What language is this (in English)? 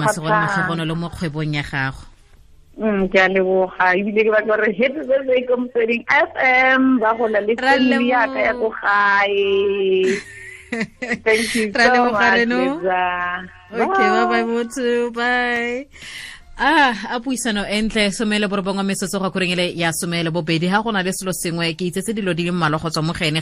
Tswana